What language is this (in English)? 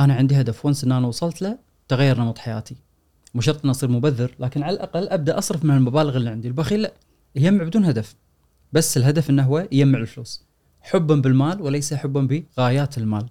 Gulf Arabic